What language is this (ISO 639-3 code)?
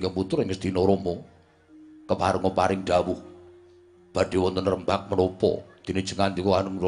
jav